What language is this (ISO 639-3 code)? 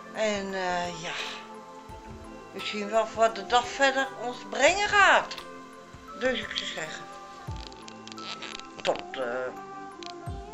nld